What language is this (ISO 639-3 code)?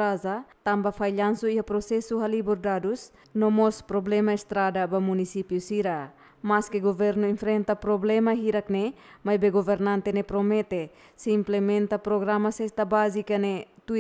tet